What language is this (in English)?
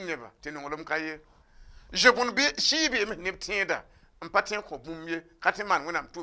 Mossi